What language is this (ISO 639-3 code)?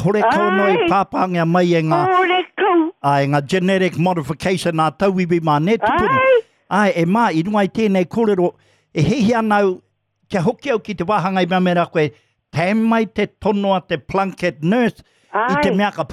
mri